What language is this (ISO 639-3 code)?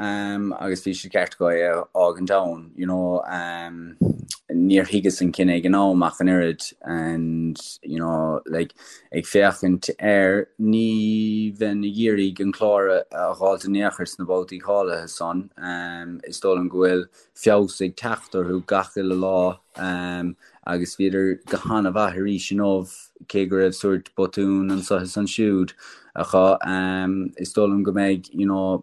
gle